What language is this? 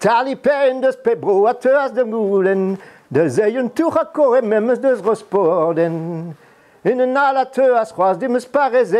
Breton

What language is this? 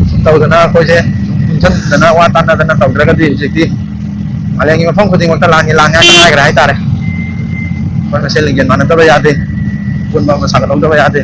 Manipuri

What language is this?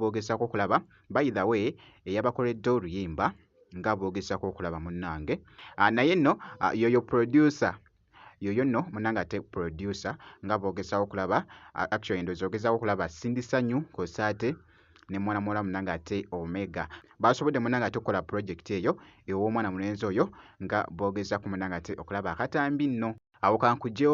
Ganda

